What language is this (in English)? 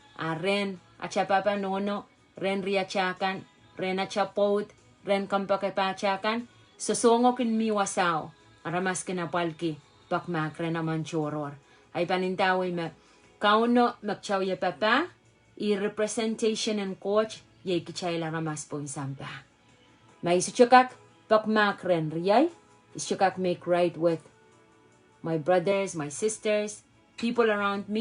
Pohnpeian